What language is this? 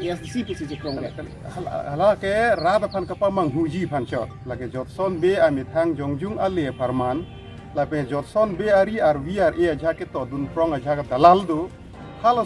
Karbi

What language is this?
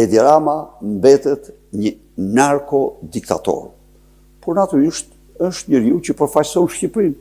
Albanian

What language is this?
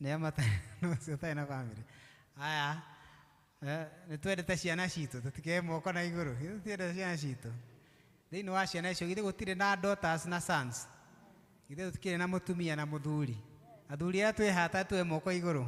Kikuyu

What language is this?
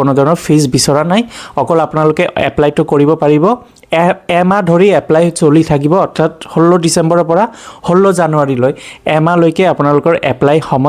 Assamese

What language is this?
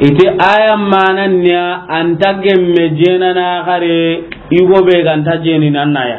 Soninke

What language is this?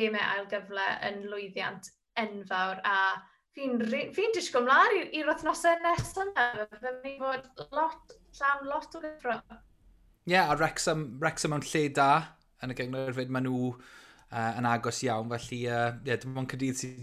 Welsh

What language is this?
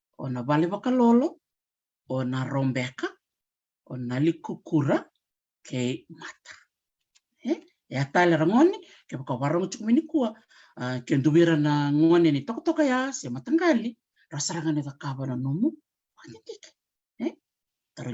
Fijian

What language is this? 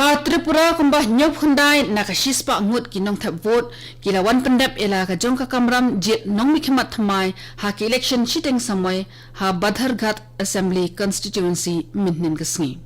Khasi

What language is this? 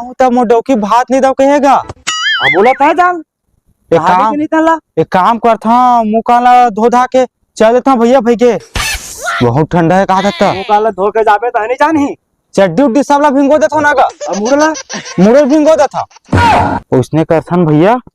Chhattisgarhi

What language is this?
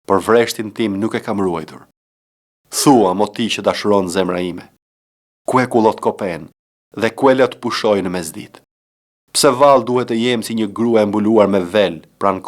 Albanian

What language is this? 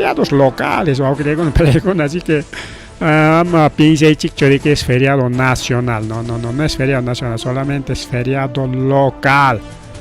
Ayacucho Quechua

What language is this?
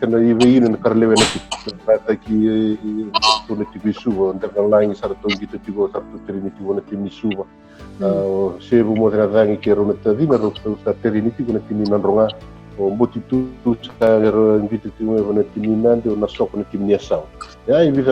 Fijian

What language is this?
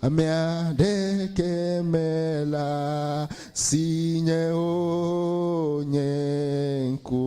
Ewe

